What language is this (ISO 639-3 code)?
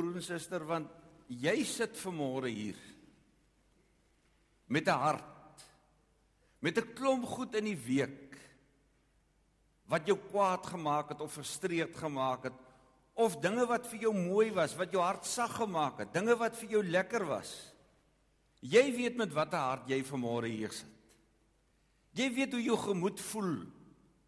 afr